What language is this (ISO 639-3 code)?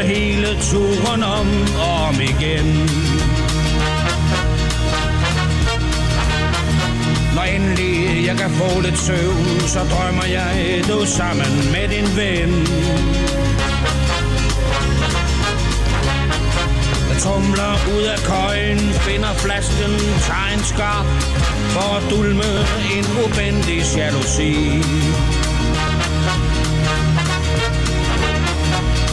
dan